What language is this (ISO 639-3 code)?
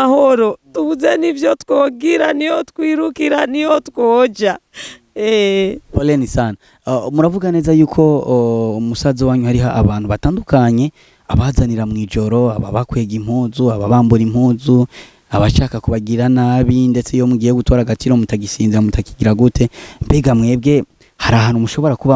run